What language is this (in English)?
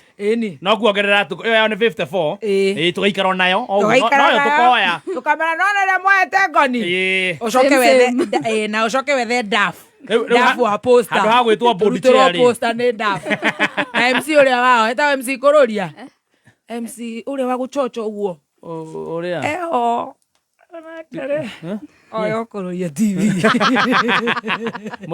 Kikuyu